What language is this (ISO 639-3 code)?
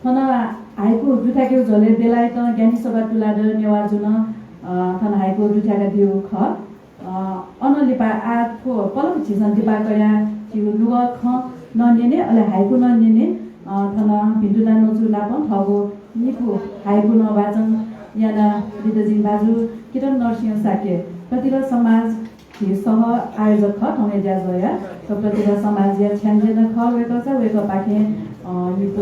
new